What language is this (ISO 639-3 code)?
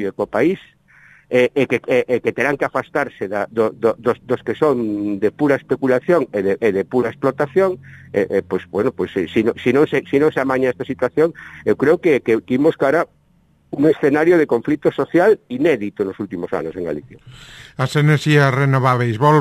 glg